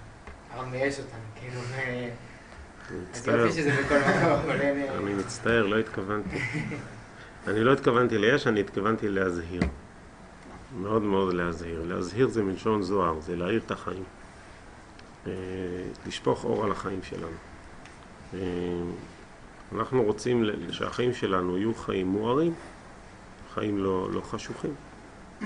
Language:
Hebrew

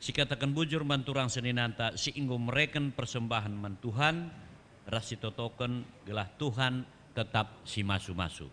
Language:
Batak Karo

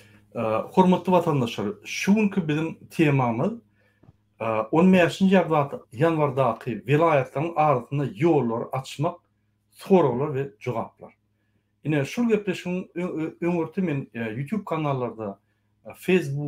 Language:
Turkmen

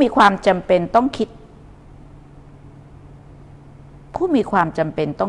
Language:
Thai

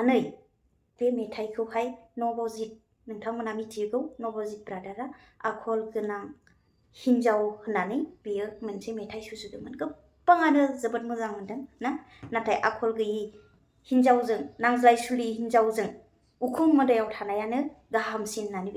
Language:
Bodo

